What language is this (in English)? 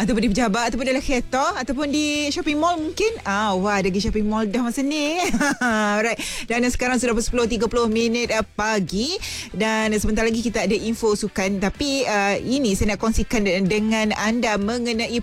Malay